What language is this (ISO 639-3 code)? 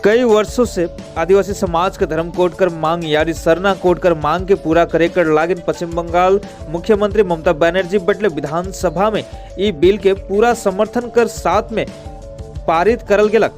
sck